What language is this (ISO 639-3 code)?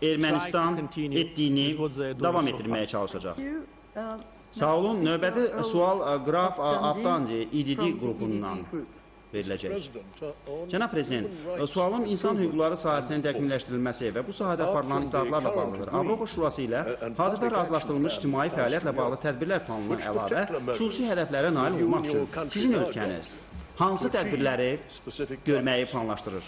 aze